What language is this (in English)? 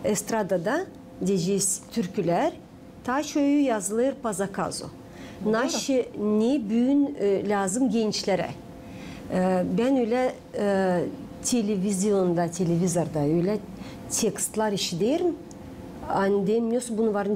Gagauz